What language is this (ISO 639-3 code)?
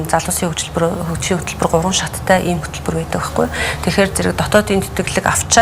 mon